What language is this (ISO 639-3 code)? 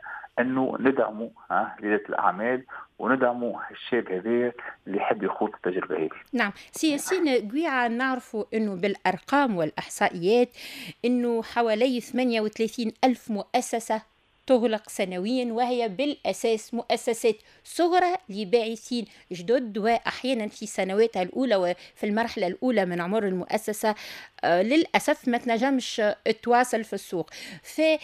aeb